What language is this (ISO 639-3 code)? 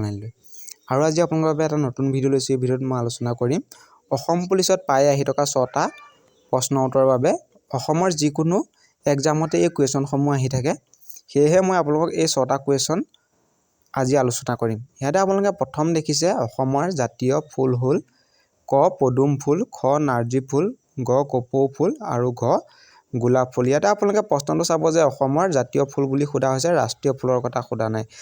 asm